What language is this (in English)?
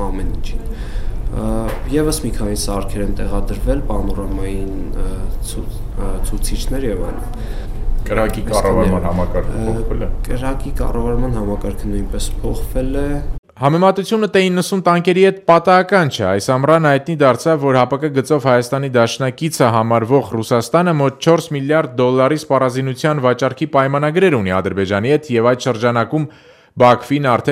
Armenian